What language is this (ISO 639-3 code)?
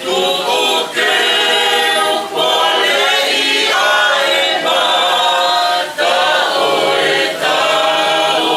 ton